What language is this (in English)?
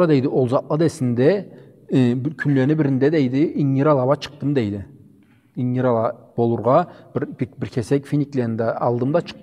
Karachay-Balkar